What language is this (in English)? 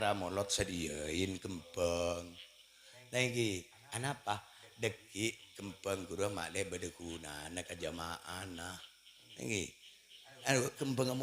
Madurese